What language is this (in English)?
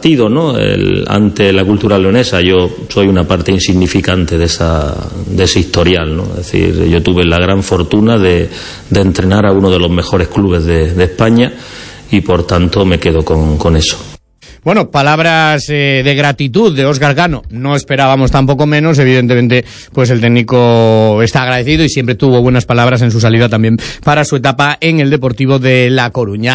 Spanish